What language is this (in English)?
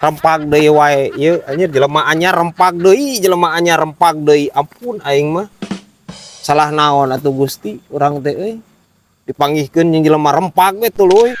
Sundanese